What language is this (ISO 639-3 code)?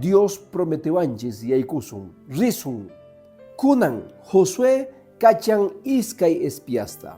que